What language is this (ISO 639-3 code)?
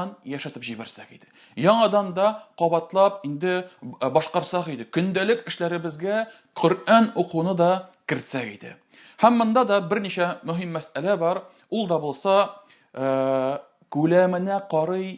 tat